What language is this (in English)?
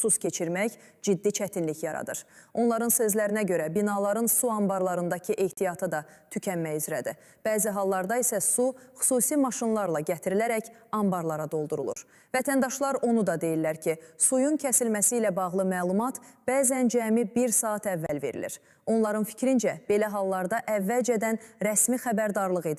Azerbaijani